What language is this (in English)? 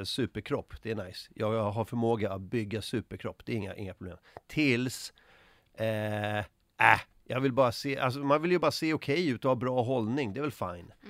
Swedish